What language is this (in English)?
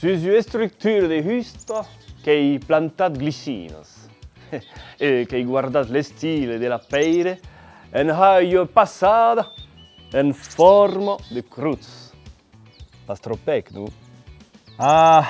Occitan